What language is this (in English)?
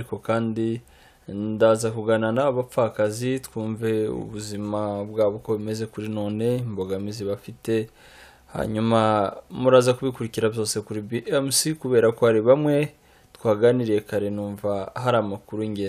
Kinyarwanda